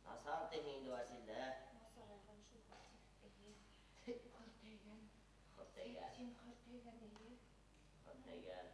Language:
Bashkir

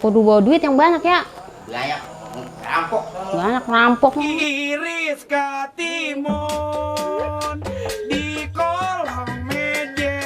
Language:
Betawi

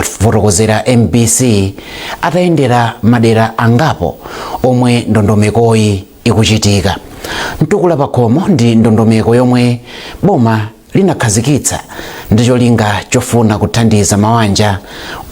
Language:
Nyanja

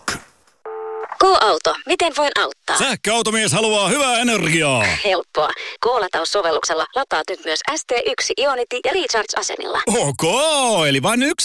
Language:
Finnish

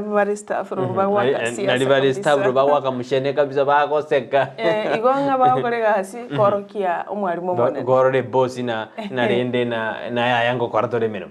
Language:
Gusii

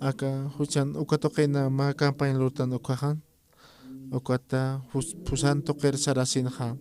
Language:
Aymara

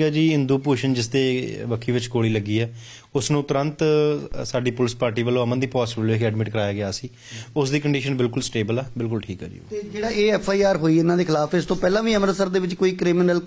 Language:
Punjabi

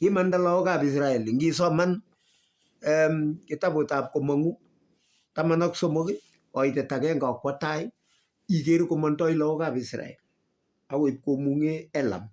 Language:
Kalenjin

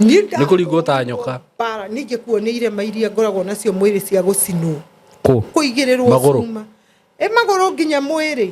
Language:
Kikuyu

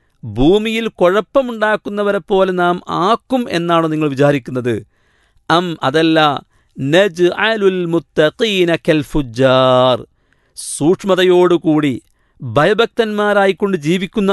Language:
Malayalam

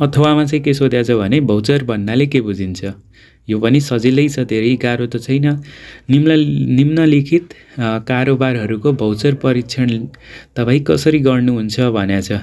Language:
Nepali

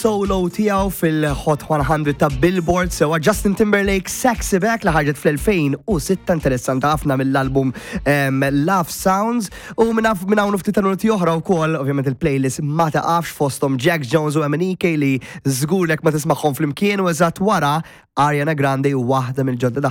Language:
Maltese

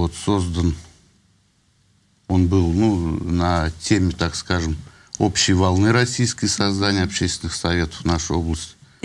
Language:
Russian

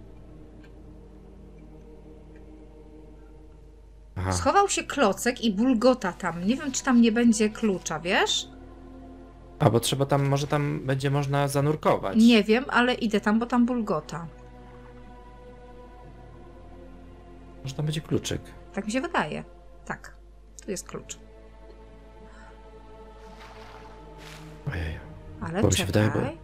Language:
Polish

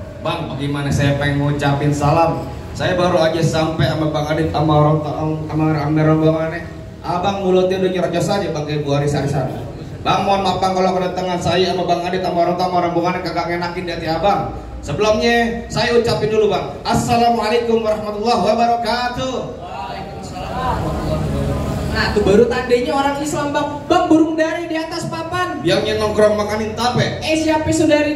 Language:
Betawi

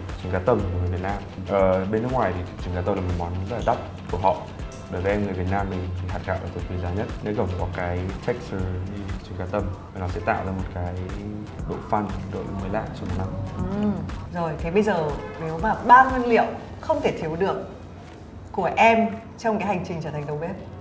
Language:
Vietnamese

